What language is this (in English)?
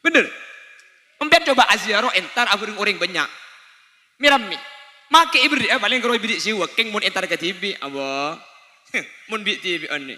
Madurese